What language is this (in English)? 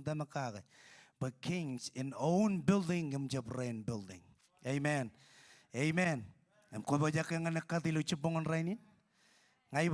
Marshallese